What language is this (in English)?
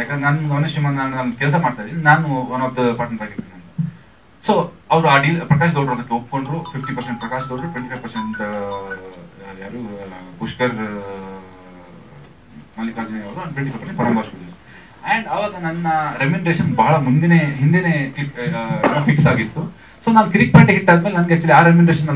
Kannada